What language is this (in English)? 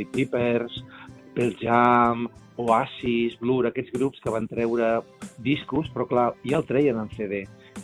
Catalan